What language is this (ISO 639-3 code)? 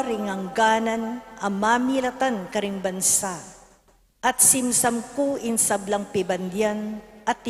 pam